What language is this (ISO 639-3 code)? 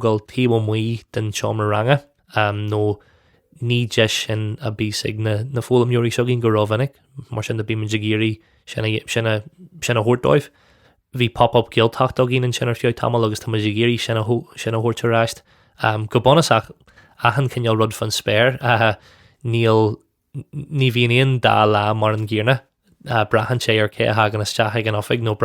gle